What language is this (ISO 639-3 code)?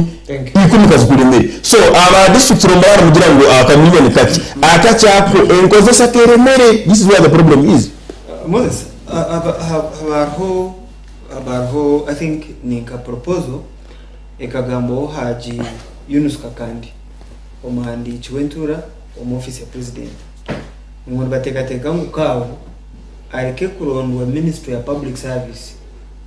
nyn